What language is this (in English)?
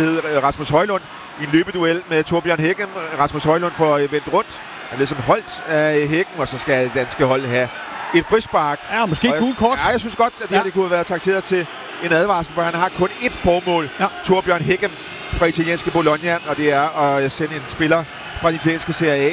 Danish